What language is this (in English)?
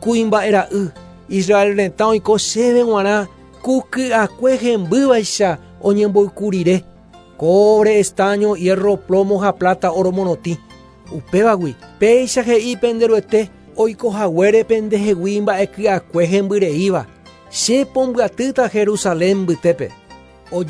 Guarani